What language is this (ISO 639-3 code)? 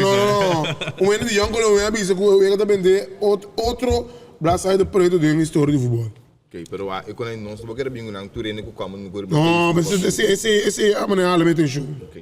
pap